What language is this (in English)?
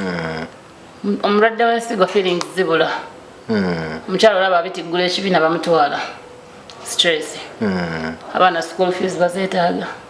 Ganda